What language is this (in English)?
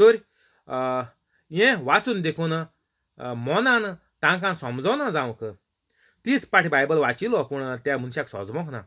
Konkani